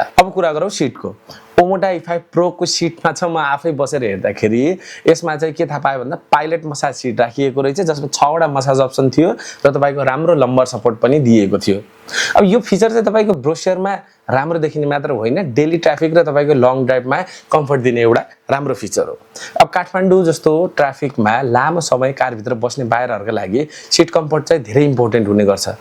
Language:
Nepali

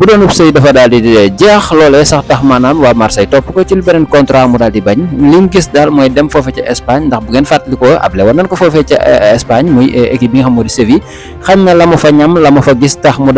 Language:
Wolof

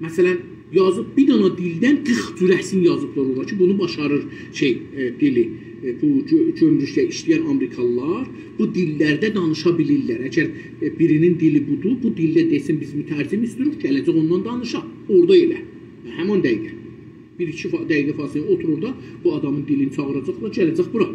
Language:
South Azerbaijani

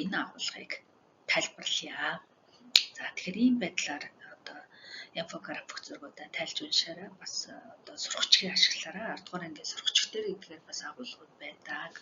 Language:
Mongolian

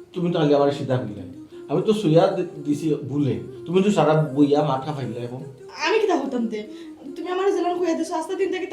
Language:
Sylheti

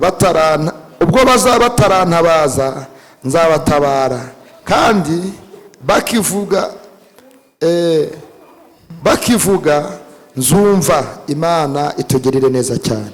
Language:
Kinyarwanda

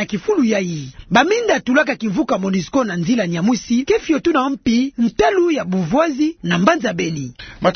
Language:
Kituba (Democratic Republic of Congo)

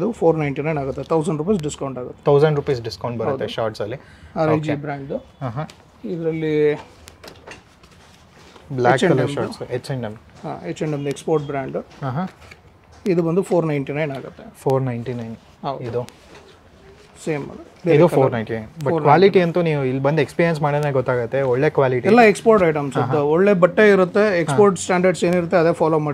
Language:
Kannada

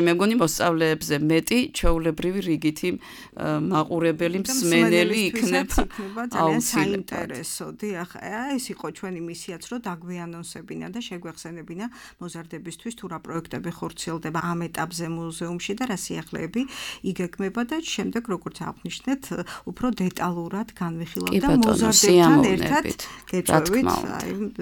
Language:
Georgian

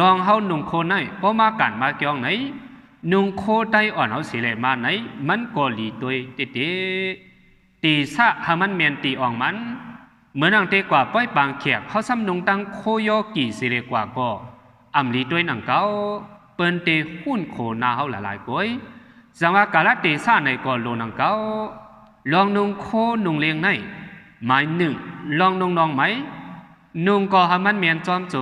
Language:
Shan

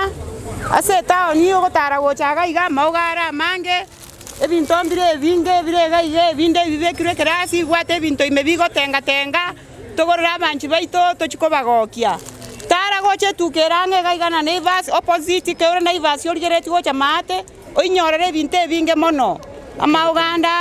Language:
Gusii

